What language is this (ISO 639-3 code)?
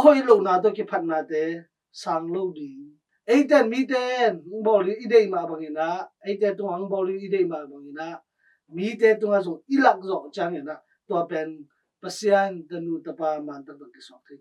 ctd